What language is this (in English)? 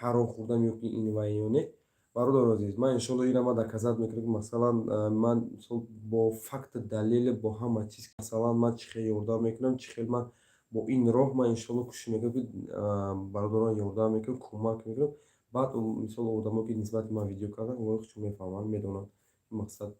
Tajik